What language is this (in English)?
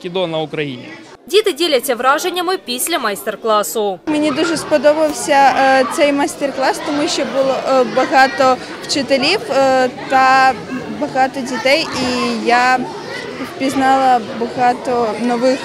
Ukrainian